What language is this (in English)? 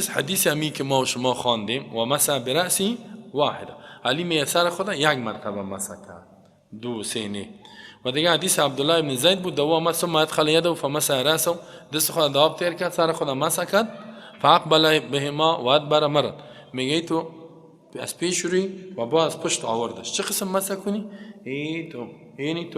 Persian